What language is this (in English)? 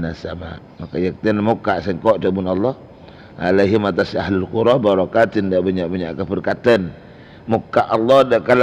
Madurese